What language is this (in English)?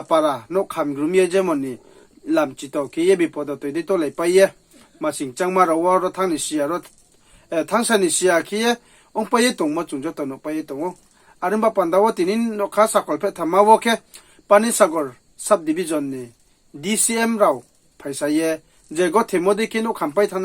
Riang (India)